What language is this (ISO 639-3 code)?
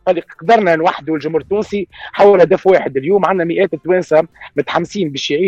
aeb